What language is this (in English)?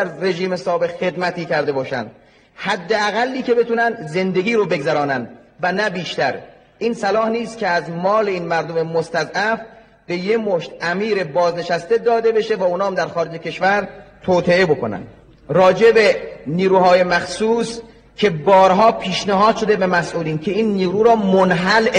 Persian